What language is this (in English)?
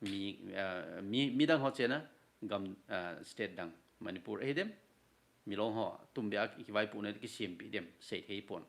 Thado Chin